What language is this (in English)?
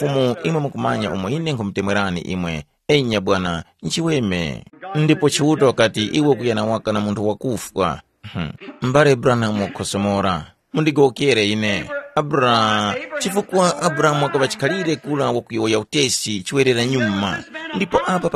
Tumbuka